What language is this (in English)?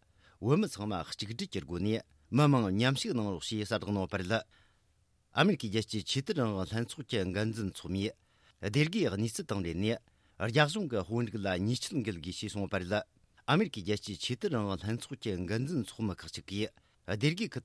Tibetan